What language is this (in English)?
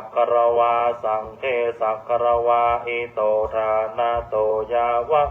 Pali